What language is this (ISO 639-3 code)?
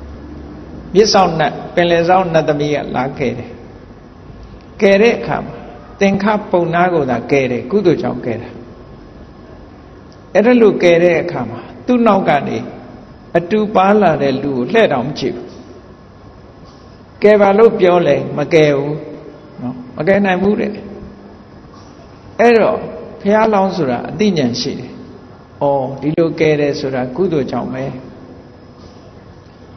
mya